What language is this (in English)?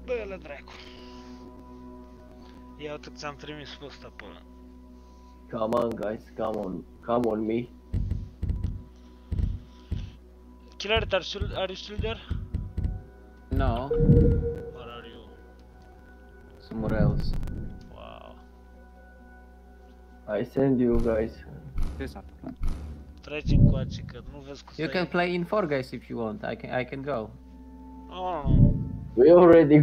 Romanian